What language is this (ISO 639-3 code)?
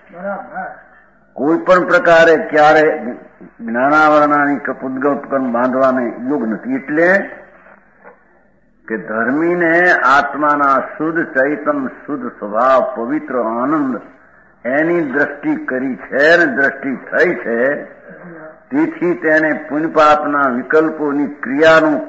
guj